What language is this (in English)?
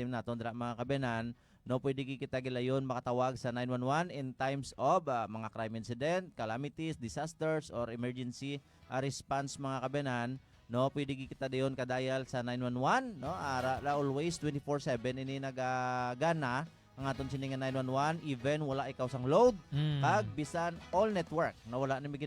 Hiligaynon